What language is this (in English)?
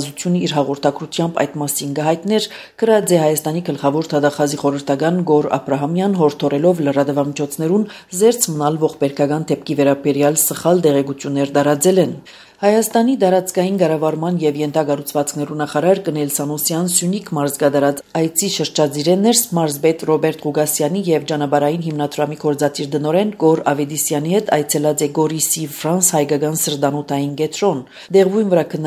Armenian